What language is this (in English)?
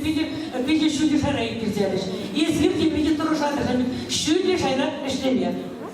Chuvash